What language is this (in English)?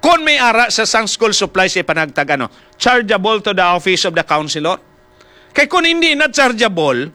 Hiligaynon